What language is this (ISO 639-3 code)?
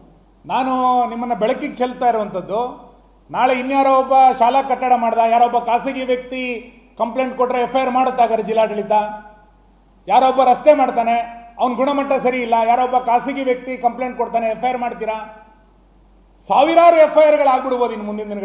kan